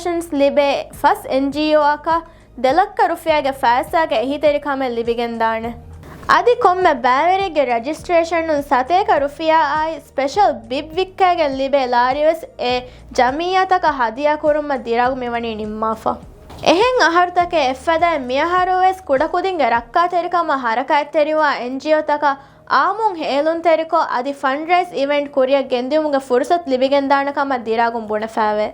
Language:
Divehi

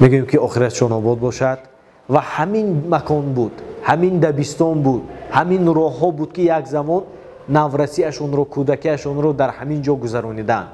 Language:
Tajik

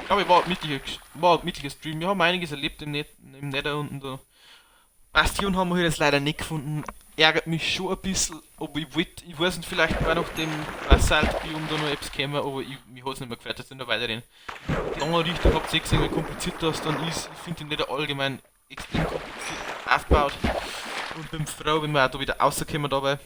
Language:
Bavarian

